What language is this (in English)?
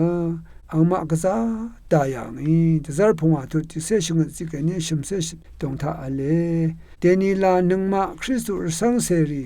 Rawang